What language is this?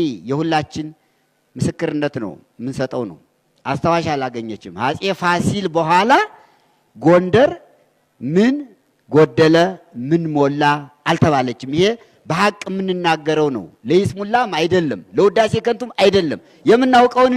Amharic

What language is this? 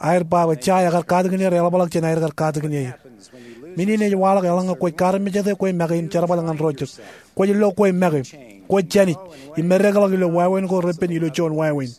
Marshallese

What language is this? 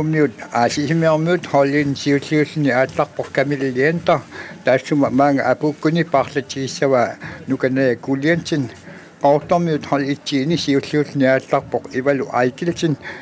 Kalaallisut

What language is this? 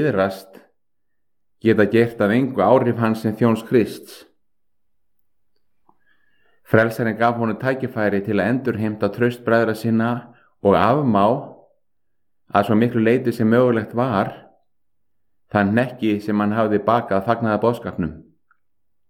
Icelandic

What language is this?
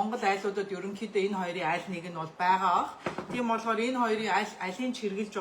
Mongolian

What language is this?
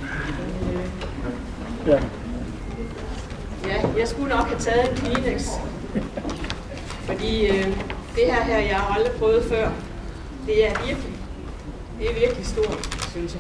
Danish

